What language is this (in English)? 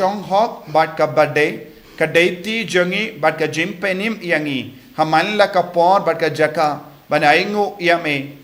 Khasi